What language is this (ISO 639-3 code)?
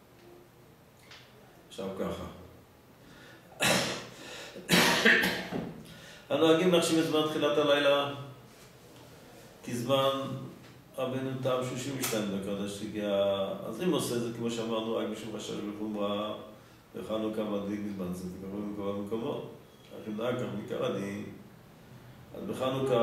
heb